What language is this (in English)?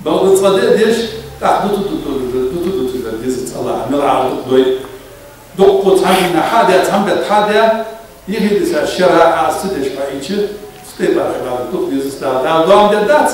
Ingush